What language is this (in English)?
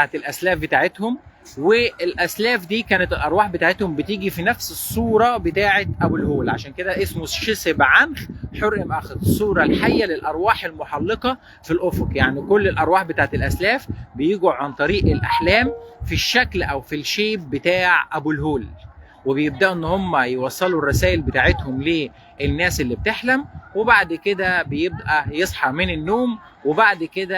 Egyptian Arabic